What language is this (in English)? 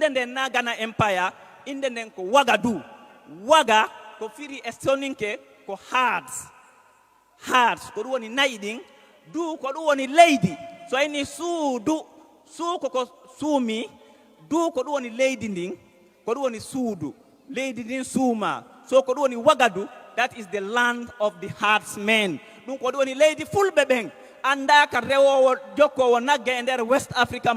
Fula